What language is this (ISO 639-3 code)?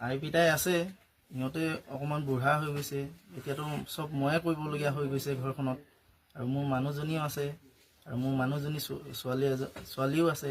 asm